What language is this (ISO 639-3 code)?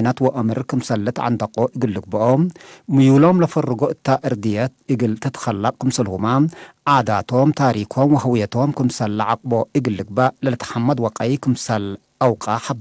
tig